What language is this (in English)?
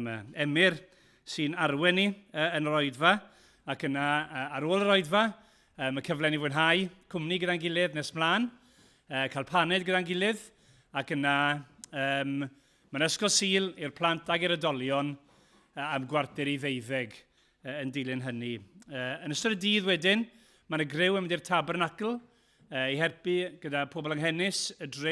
Welsh